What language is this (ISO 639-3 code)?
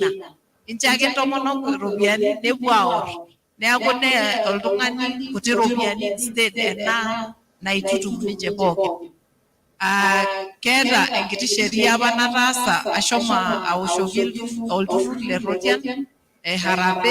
mas